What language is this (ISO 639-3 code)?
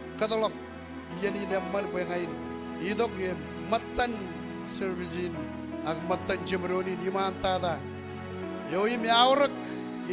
mah